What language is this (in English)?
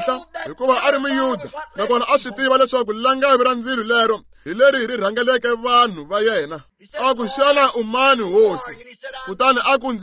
Tsonga